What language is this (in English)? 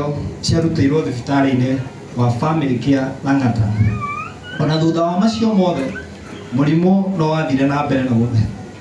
Kikuyu